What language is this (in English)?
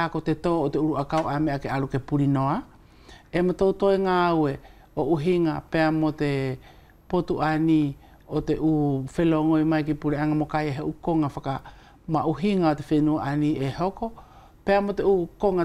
Wallisian